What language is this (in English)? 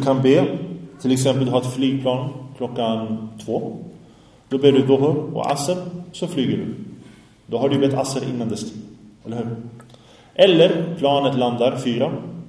Swedish